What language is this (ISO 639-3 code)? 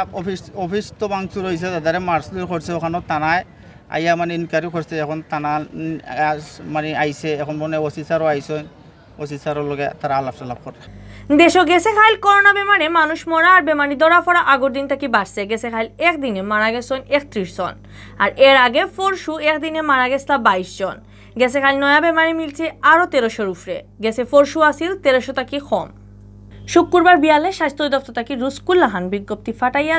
syl